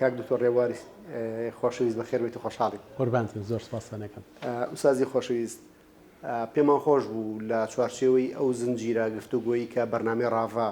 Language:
Central Kurdish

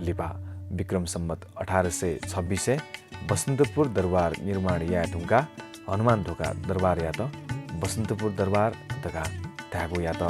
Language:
Newari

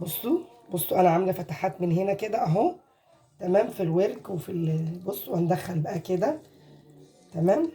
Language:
Egyptian Arabic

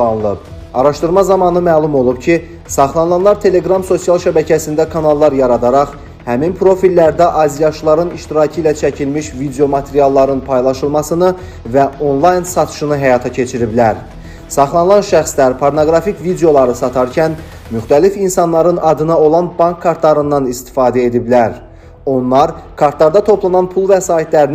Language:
Azerbaijani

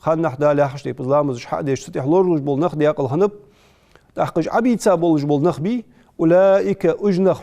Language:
Ingush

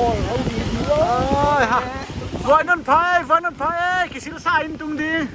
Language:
Paite Chin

